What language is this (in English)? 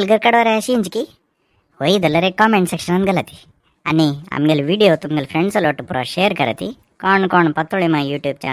Konkani